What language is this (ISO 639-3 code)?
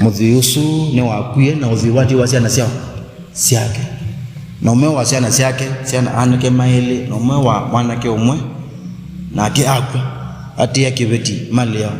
kam